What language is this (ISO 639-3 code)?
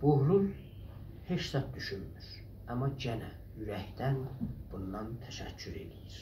azb